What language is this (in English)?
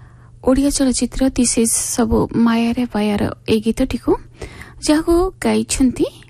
Odia